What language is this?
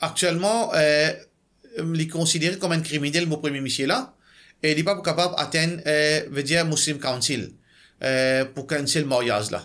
Morisyen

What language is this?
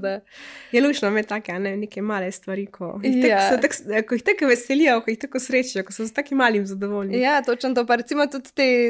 Slovenian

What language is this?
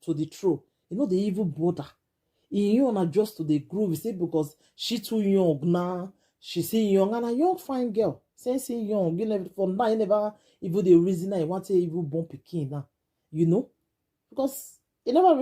Nigerian Pidgin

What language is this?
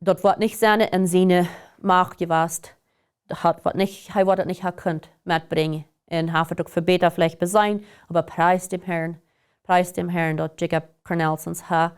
Plautdietsch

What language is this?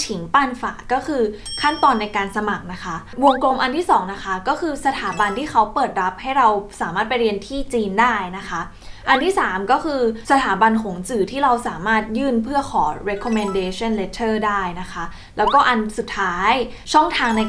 Thai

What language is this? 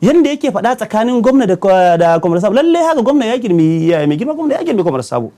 Hausa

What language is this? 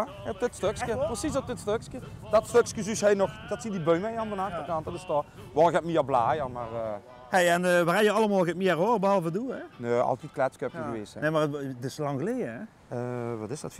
Limburgish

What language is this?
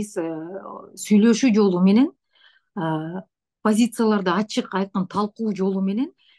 Kyrgyz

